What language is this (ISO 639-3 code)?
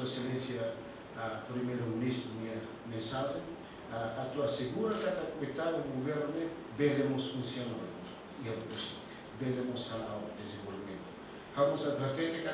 tet